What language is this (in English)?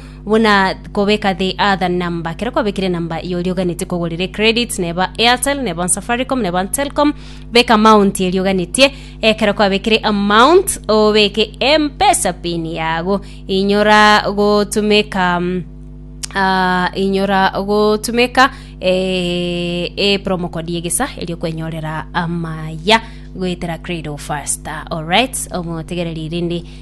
Gusii